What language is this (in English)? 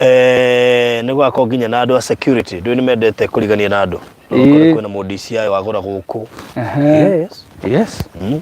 Kikuyu